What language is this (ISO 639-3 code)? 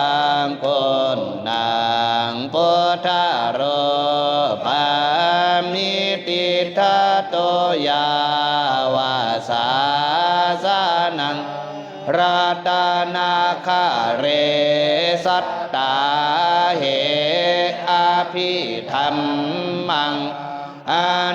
pli